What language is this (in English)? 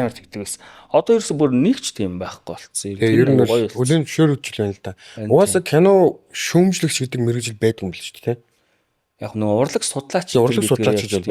Mongolian